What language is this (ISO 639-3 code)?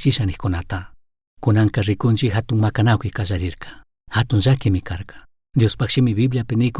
qug